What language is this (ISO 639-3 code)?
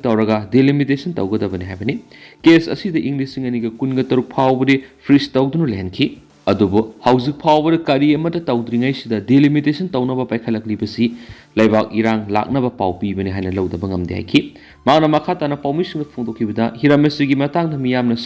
mni